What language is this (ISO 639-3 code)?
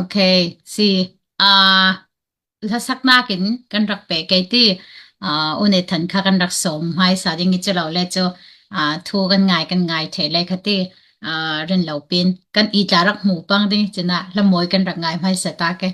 cfm